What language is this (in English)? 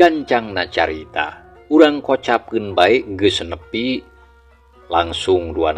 Sundanese